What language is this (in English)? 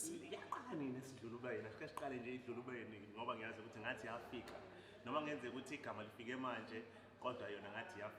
Zulu